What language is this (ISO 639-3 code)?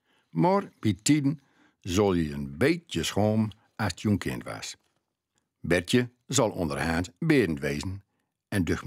gos